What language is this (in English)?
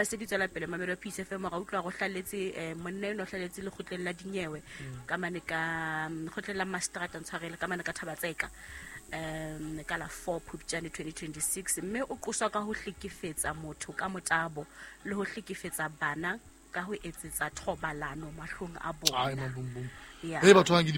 Southern Sotho